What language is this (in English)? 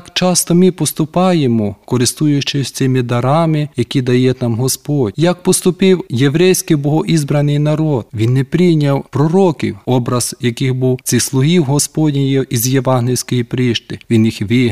Ukrainian